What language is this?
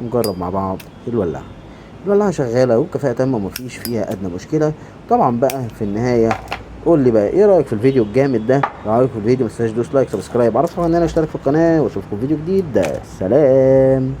Egyptian Arabic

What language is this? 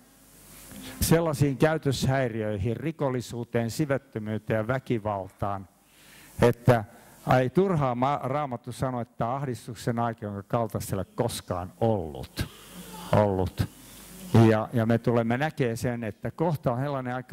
Finnish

